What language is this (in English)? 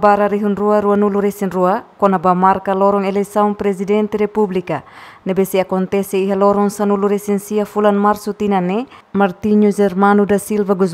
Tetum